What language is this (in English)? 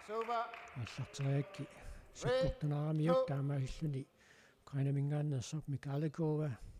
Kalaallisut